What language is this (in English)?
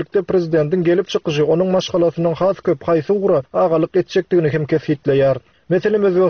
Turkmen